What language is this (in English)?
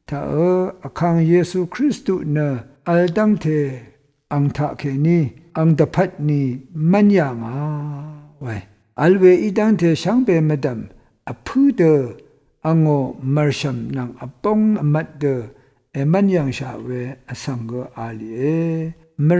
Rawang